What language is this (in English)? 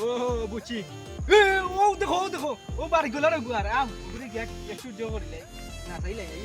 Sylheti